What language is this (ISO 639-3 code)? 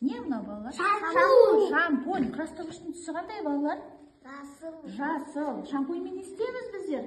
kaz